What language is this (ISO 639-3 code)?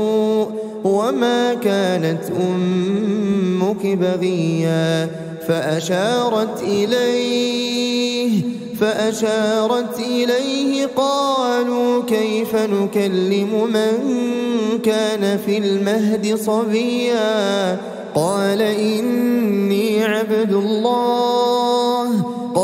ara